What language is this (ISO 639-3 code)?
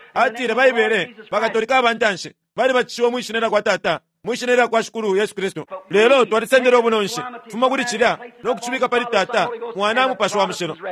bem